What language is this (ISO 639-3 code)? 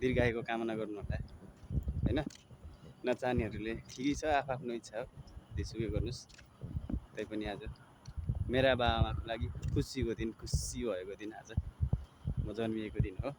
nep